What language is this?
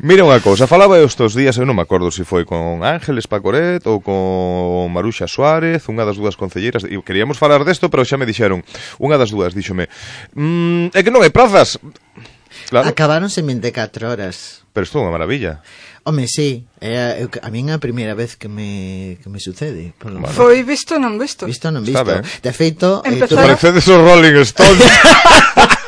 Galician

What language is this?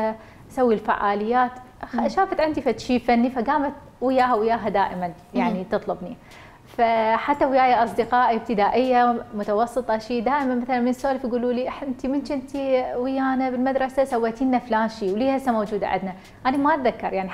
Mesopotamian Arabic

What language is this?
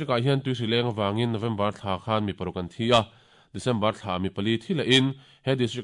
Mizo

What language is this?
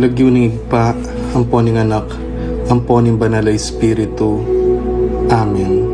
Pampanga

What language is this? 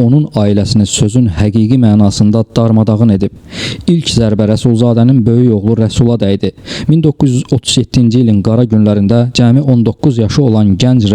Azerbaijani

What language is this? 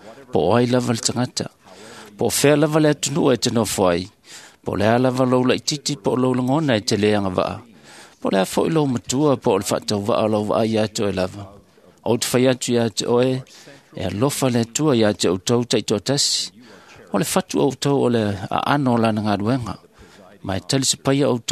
Samoan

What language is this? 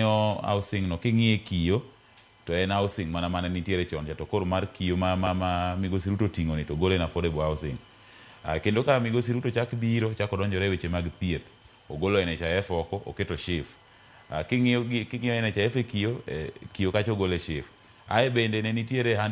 Luo (Kenya and Tanzania)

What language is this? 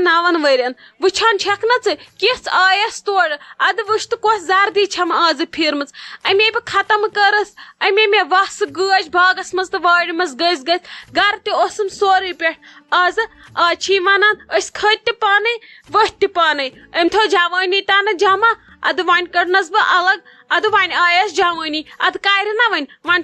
Kashmiri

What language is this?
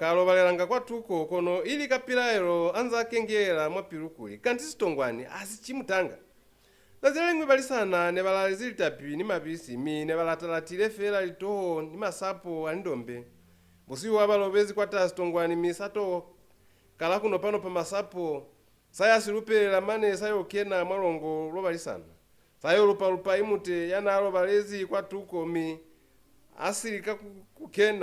Lozi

